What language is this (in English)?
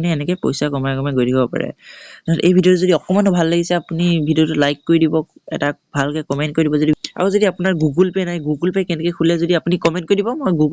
Assamese